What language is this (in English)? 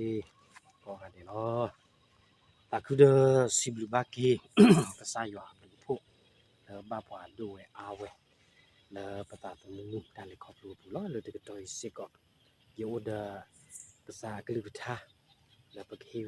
S'gaw Karen